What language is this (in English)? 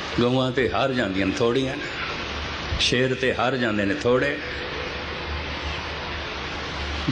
Punjabi